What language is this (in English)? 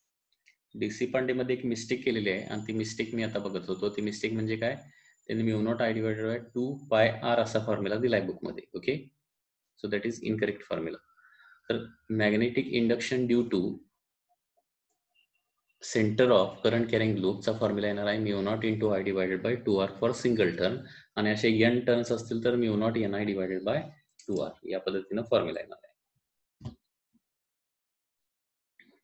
Marathi